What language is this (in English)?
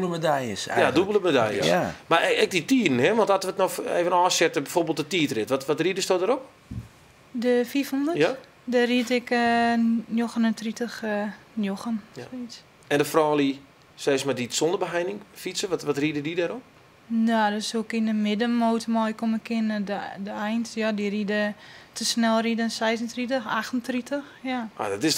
Western Frisian